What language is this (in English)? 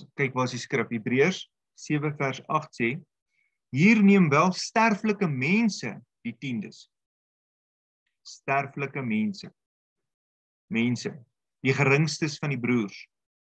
Afrikaans